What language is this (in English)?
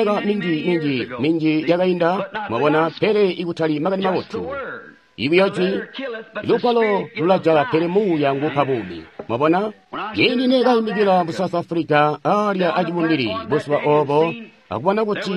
Tonga (Zambia)